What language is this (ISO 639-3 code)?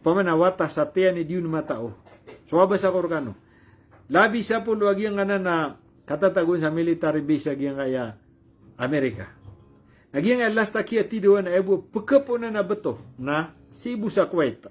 mrw